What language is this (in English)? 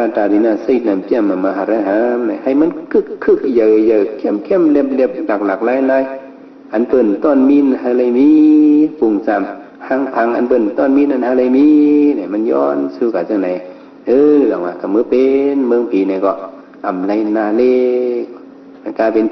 Shan